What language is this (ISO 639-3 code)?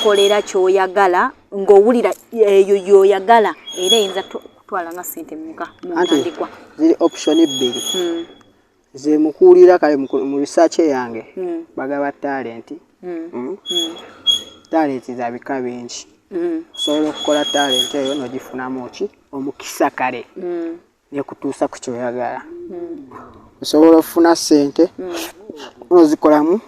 lug